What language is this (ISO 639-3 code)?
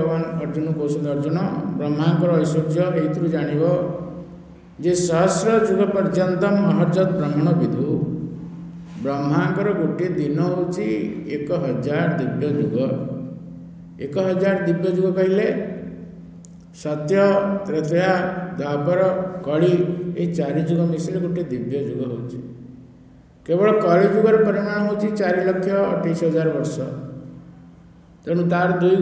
ori